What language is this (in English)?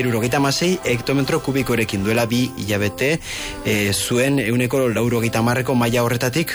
Basque